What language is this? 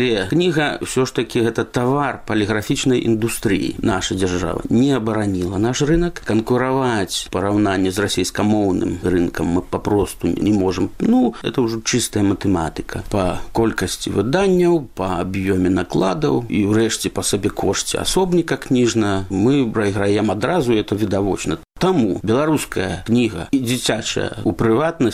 Belarusian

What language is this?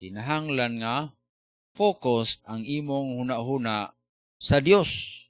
Cebuano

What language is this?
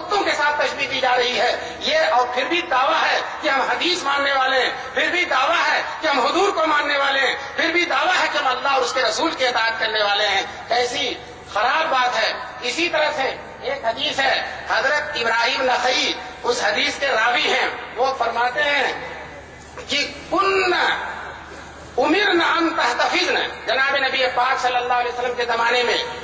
Urdu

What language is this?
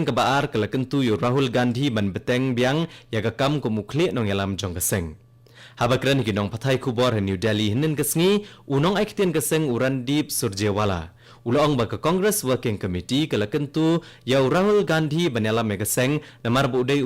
Khasi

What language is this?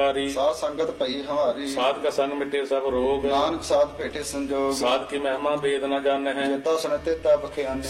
Punjabi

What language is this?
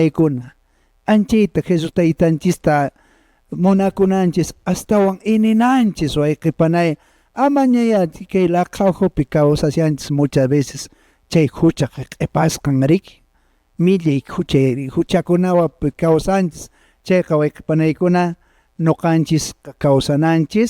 Quechua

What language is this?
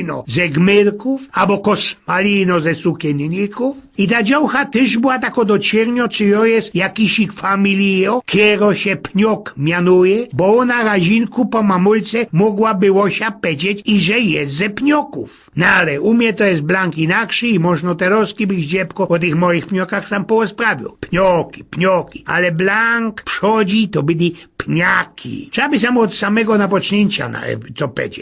Silesian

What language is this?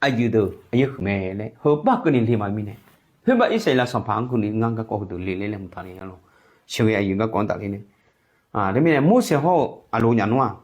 Akha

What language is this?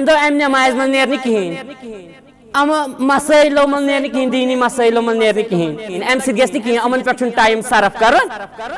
Kashmiri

